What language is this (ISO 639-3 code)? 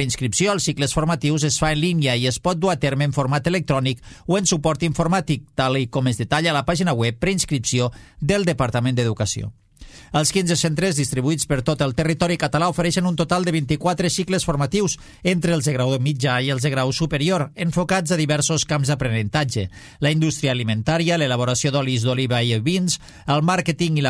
cat